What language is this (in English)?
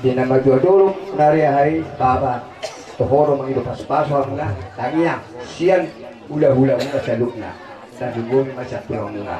Batak Toba